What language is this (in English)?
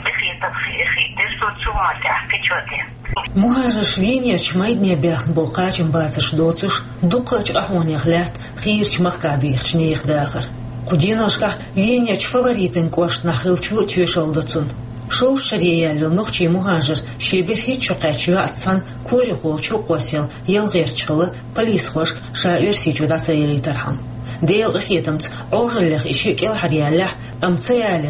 Chechen